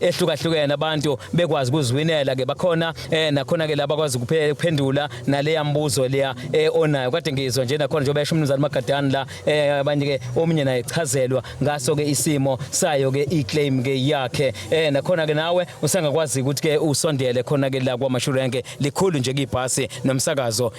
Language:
Zulu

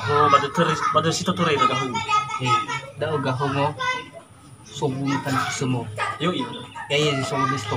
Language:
Nias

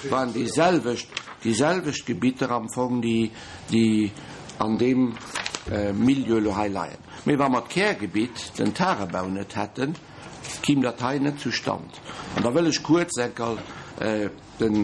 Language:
Luxembourgish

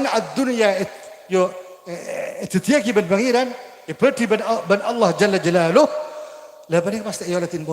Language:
Madurese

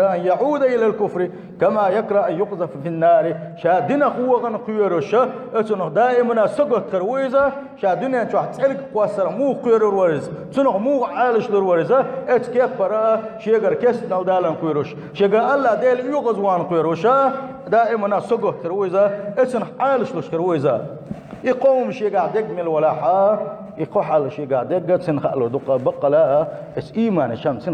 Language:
Chechen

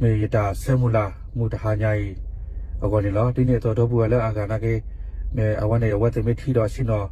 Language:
S'gaw Karen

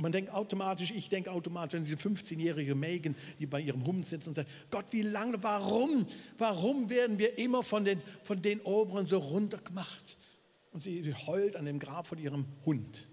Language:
Swiss German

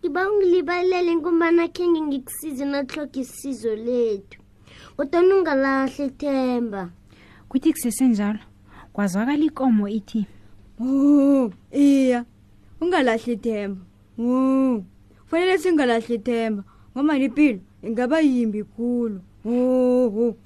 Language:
South Ndebele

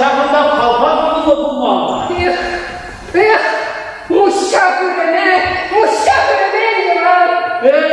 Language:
Chuvash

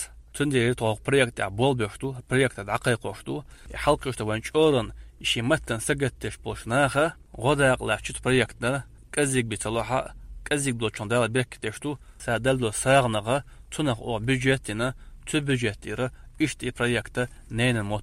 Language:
Chechen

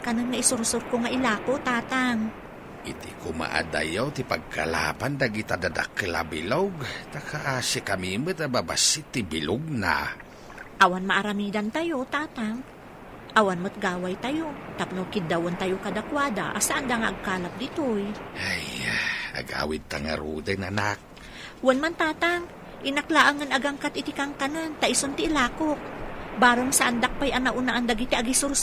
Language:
Iloko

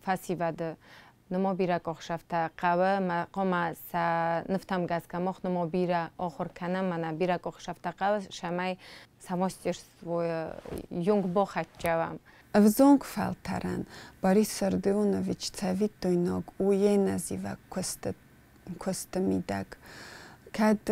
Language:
Ossetic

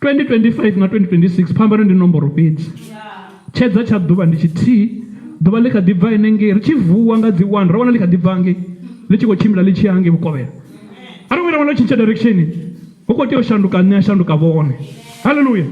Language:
Venda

